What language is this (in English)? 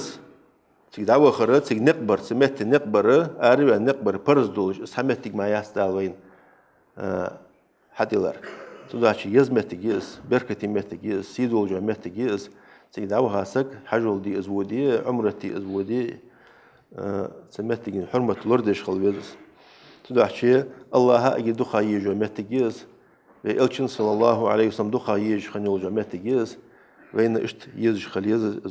Ingush